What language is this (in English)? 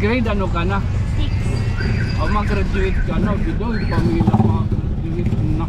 Waray